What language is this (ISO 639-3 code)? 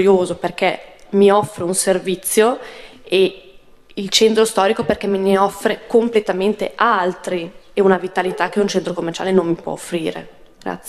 ita